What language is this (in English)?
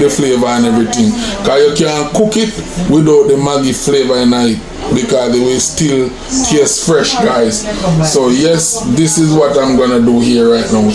Jamaican Creole English